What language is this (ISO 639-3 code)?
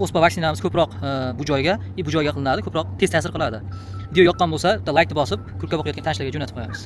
uzb